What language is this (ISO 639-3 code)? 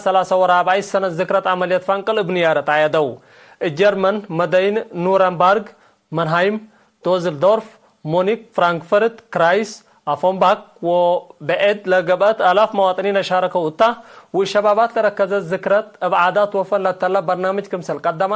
tig